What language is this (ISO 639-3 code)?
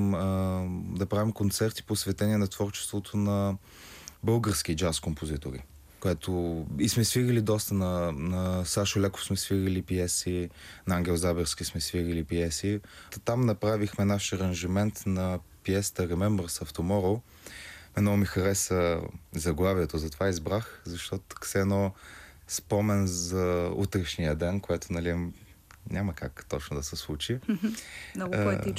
bul